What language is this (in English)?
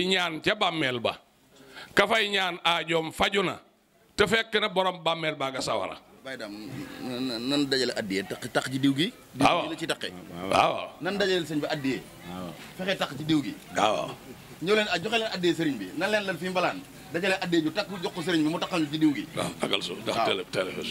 Wolof